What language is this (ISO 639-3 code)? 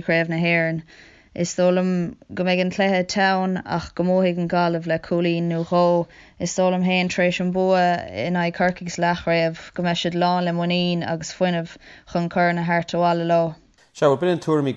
gle